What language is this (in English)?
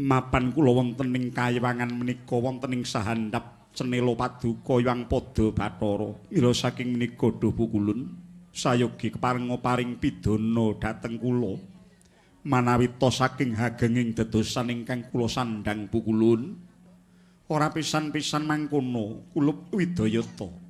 Javanese